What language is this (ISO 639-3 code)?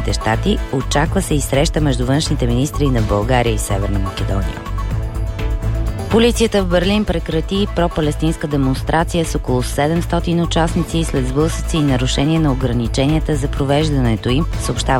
bul